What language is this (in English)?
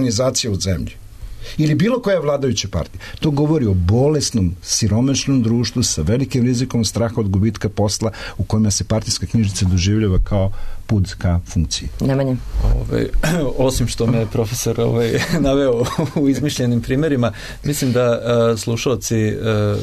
Serbian